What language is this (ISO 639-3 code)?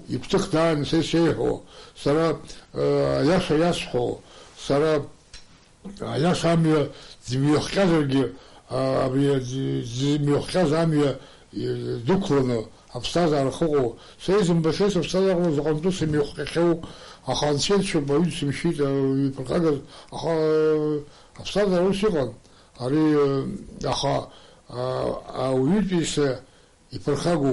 abk